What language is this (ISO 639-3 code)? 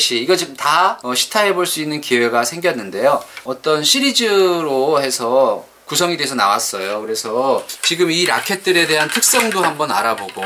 kor